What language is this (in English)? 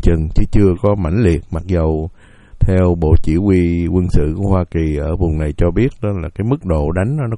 Vietnamese